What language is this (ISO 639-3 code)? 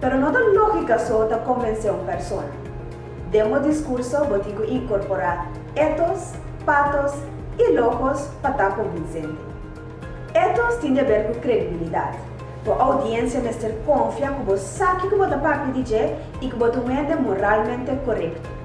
pap